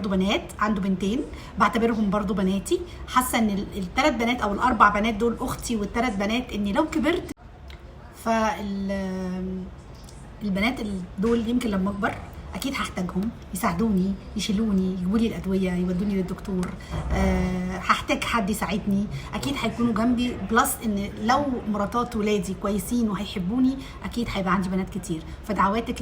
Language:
Egyptian Arabic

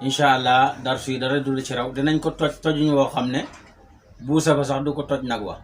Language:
Wolof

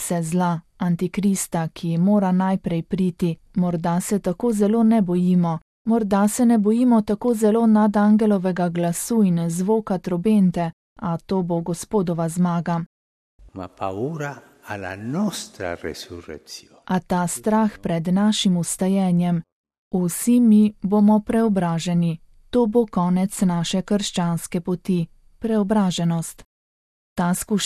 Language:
Slovenian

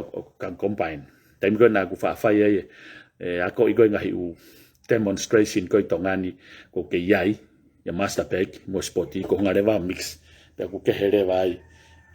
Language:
Tongan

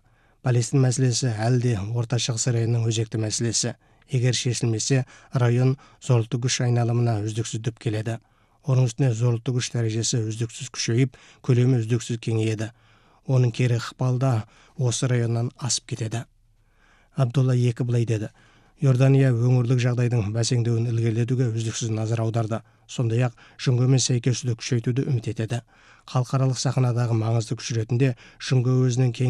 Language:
Kazakh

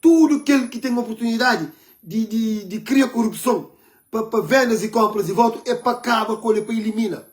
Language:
Kabuverdianu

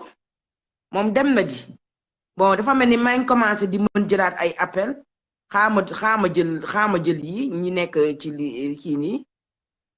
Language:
Wolof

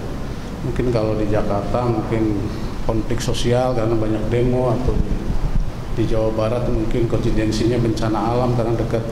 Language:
Indonesian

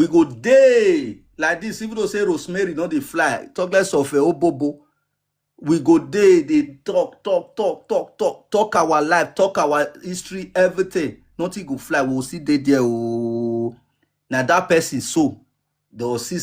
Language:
Nigerian Pidgin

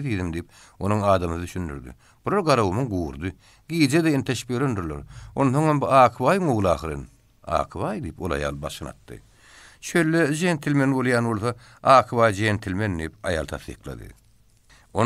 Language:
Turkmen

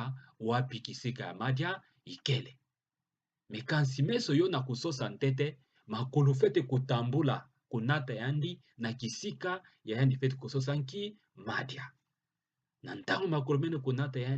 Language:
Kituba (Democratic Republic of Congo)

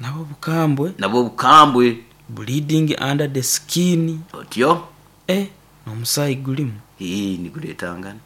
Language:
Nyoro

